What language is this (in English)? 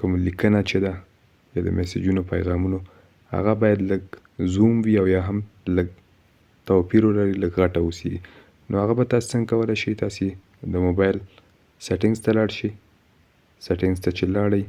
Pashto